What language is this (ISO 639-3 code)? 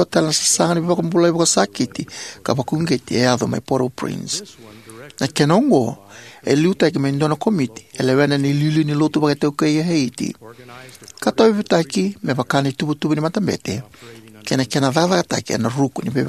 fij